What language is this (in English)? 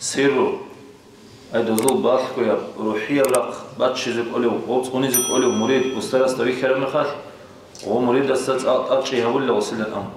Avaric